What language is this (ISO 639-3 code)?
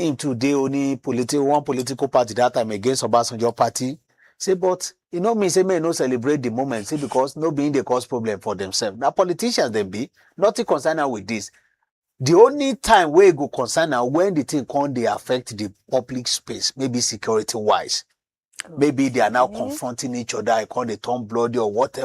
pcm